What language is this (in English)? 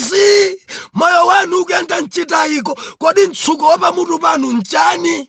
Nyanja